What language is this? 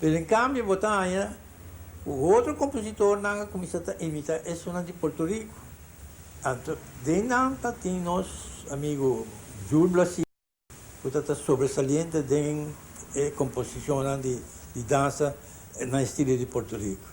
Papiamento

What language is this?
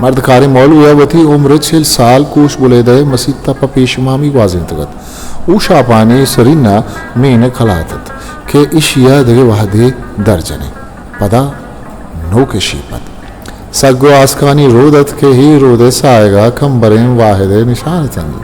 Eastern Balochi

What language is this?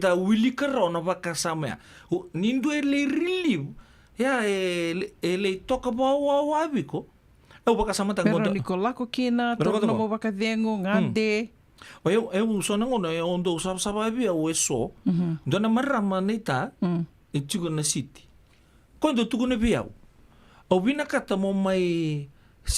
Fijian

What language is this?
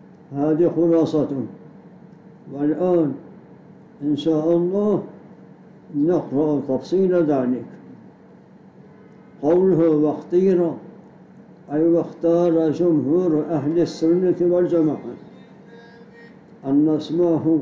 Arabic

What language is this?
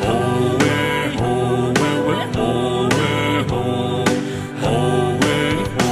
Poumei Naga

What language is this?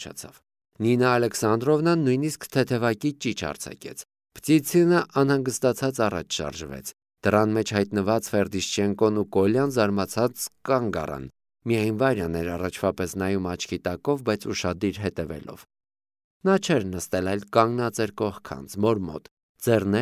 Armenian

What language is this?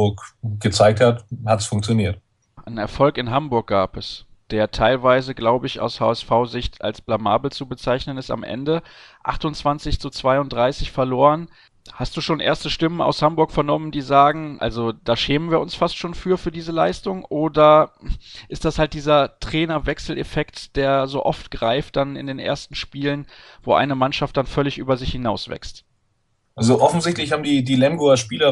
German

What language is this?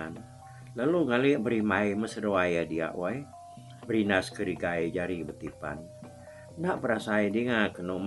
Iban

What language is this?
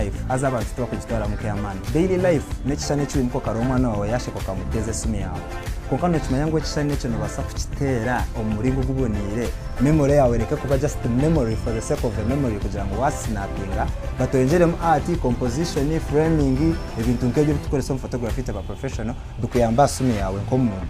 Nyankole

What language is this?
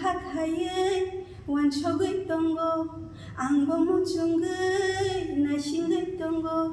Kok Borok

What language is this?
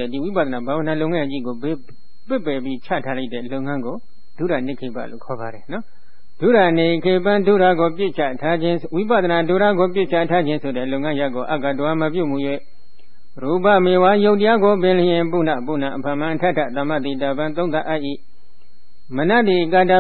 Burmese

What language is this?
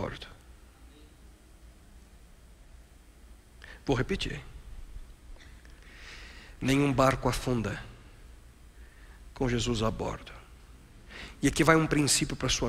Portuguese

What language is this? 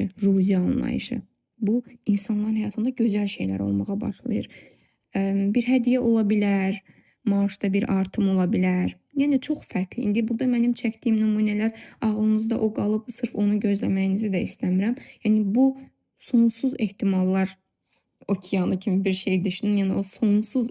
Azerbaijani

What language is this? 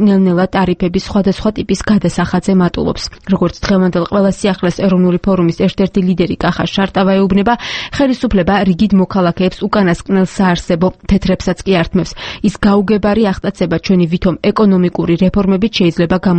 Georgian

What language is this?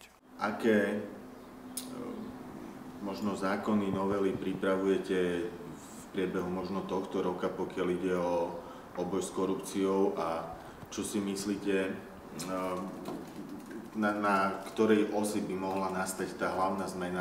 Slovak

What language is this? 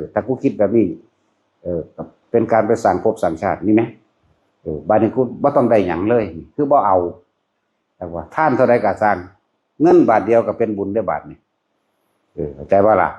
Northeastern Thai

